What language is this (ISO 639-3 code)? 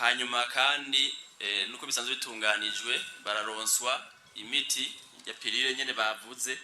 run